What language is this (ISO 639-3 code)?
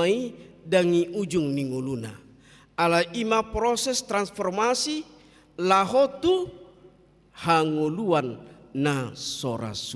bbc